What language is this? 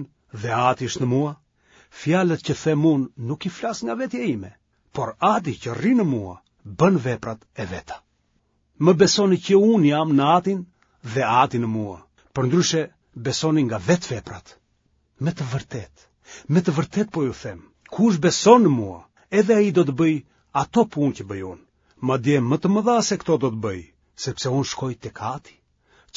Albanian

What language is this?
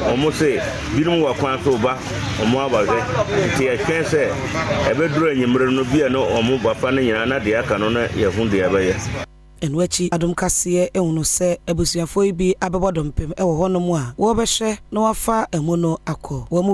Akan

